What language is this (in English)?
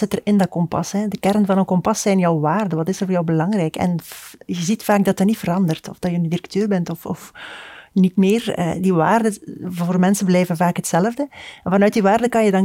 Dutch